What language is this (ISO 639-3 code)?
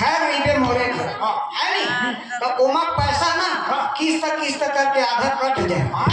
hne